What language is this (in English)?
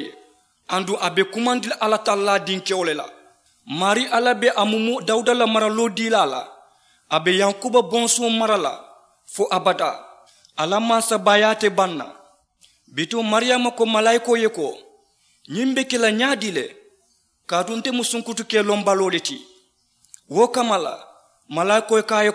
Mandingo